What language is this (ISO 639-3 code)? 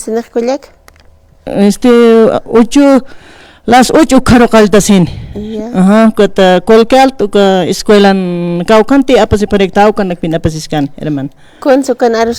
aym